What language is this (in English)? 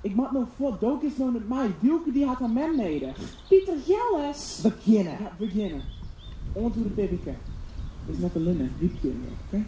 Western Frisian